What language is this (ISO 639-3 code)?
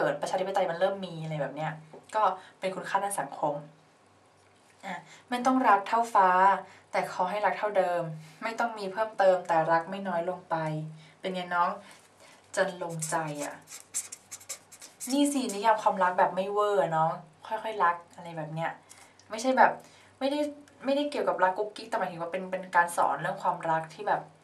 tha